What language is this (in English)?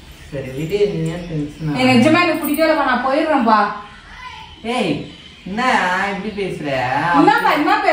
Tamil